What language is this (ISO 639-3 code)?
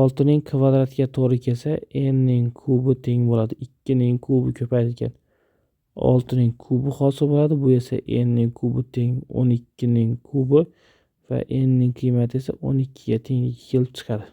uzb